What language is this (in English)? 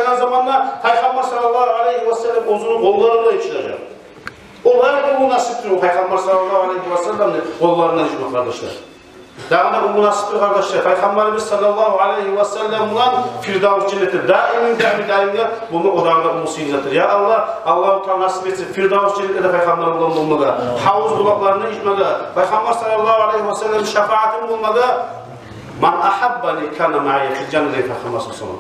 Kumyk